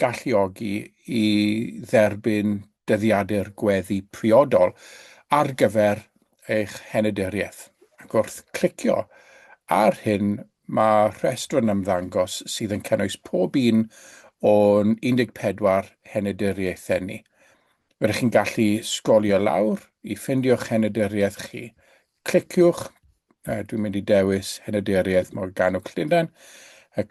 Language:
Welsh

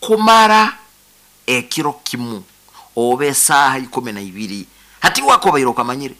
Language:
Nyoro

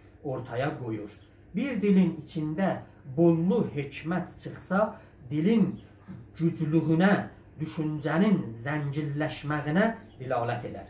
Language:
South Azerbaijani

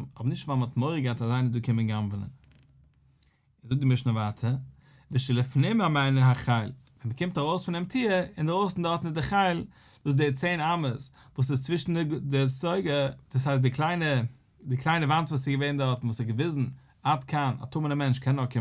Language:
Yiddish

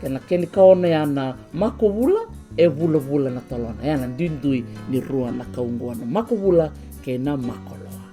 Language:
Fijian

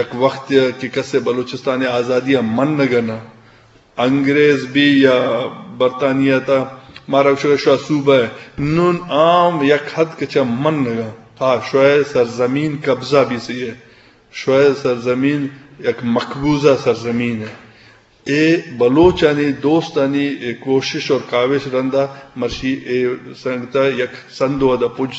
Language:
Eastern Balochi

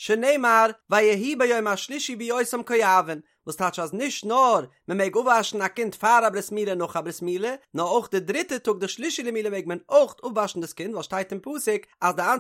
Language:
Yiddish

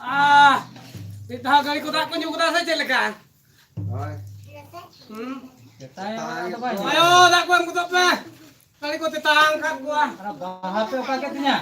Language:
Santali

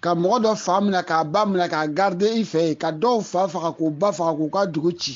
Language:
Bambara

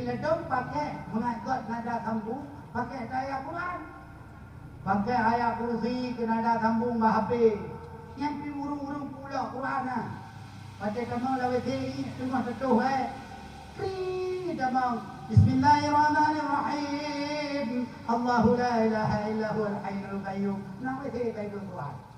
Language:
Achinese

